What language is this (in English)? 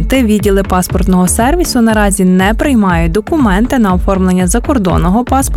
Ukrainian